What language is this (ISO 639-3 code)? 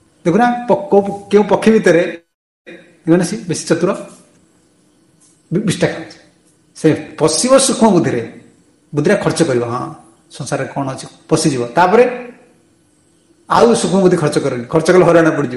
ori